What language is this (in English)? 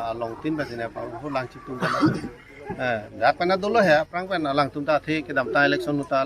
Karbi